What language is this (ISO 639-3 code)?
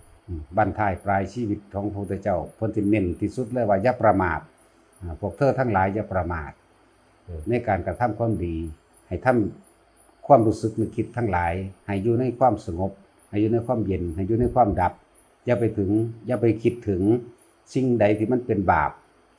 tts